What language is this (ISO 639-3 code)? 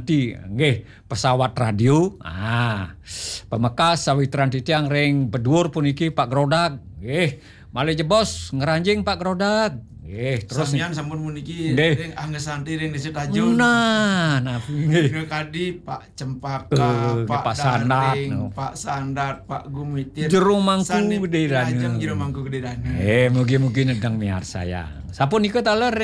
ban